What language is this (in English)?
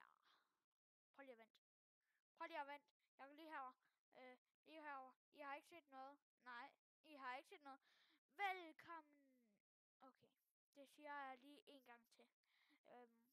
Danish